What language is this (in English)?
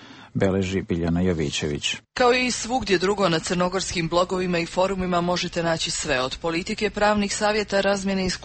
Serbian